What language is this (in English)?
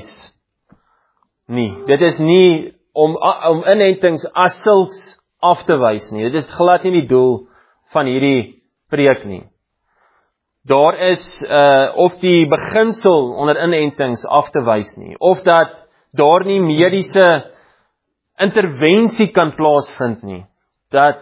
Afrikaans